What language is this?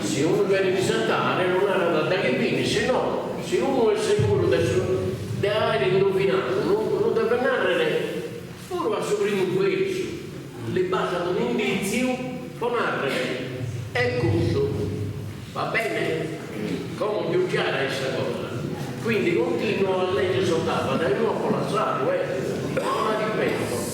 Sardinian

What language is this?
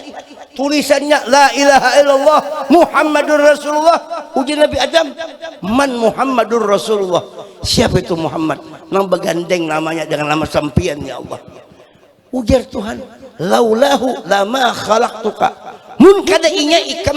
Banjar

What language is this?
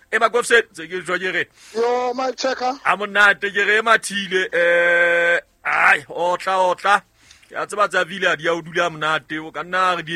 Southern Sotho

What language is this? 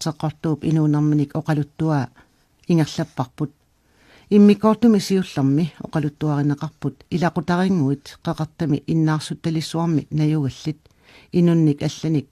Kalaallisut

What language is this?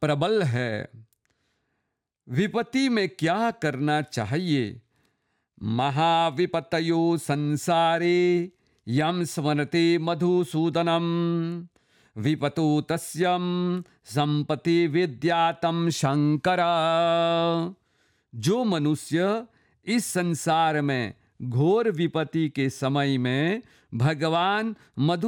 Hindi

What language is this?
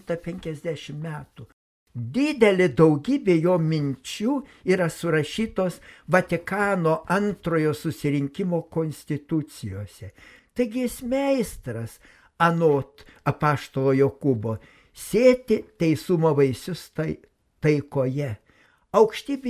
Lithuanian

